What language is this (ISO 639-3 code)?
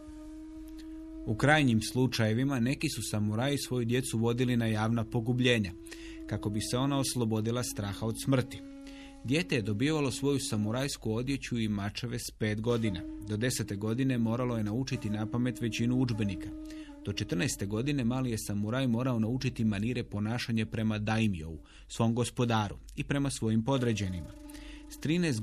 hrv